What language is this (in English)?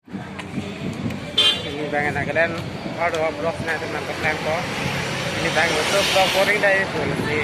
Karbi